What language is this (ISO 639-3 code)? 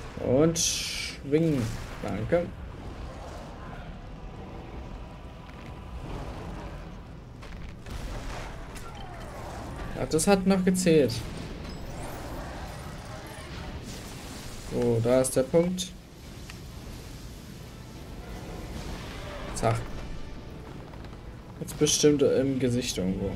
deu